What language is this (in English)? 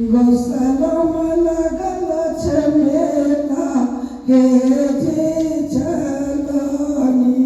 Angika